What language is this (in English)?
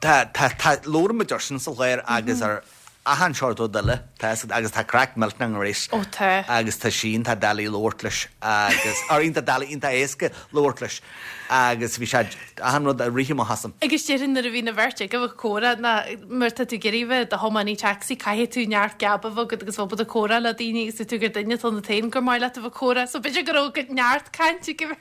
Irish